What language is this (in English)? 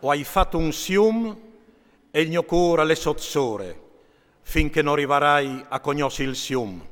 Friulian